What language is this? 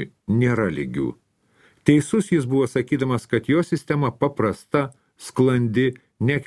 Lithuanian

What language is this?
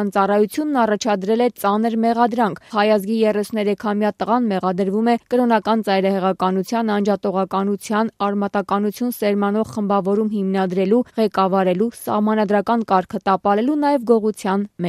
Armenian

